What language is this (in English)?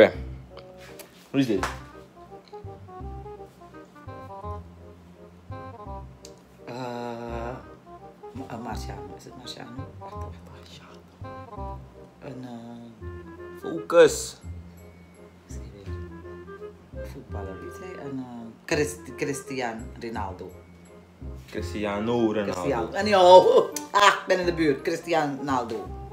Dutch